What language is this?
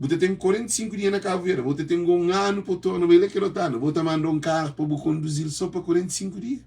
Kabuverdianu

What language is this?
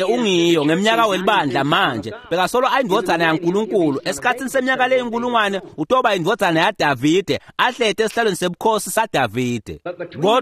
Swati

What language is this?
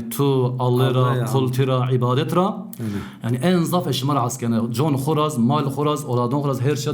Zaza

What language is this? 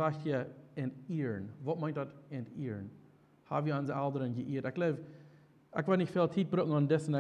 Plautdietsch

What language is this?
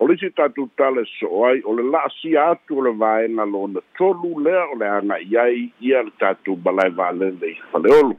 Samoan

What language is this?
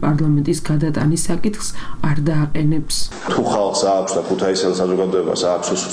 Georgian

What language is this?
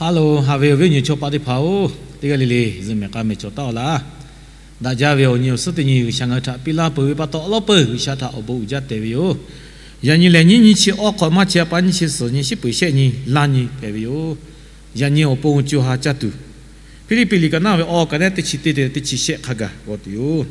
Lahu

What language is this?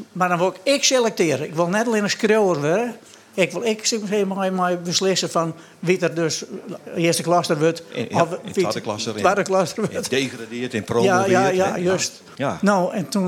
Western Frisian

